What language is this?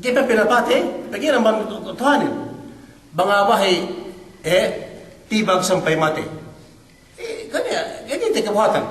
Yakan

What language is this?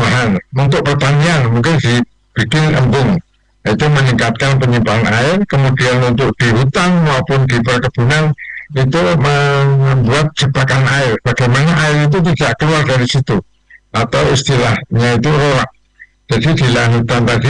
Indonesian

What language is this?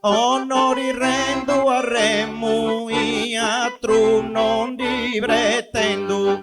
Sardinian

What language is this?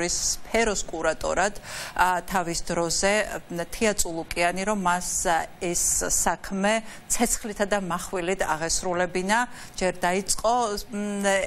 Georgian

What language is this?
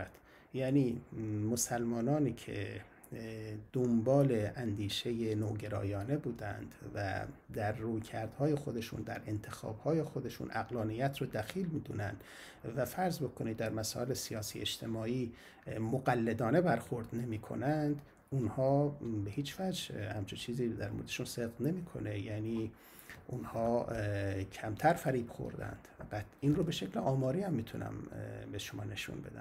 Persian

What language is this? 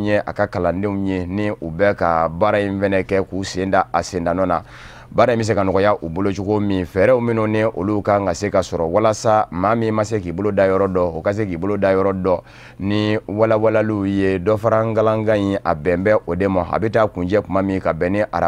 Bambara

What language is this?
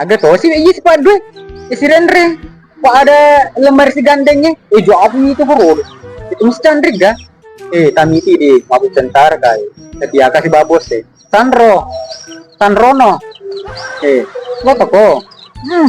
Buginese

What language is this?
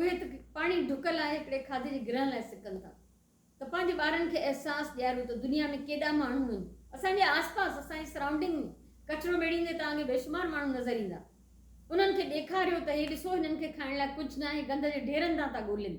Sindhi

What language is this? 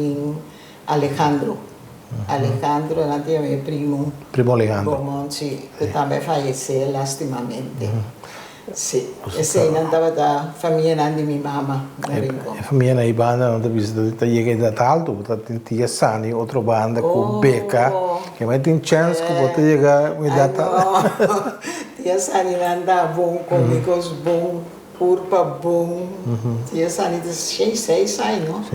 Papiamento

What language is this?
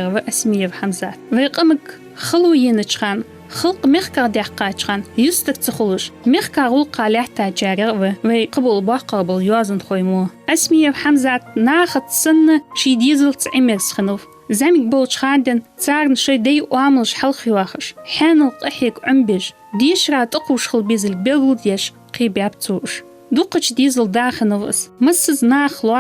Ingush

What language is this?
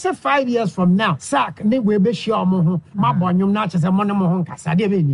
Akan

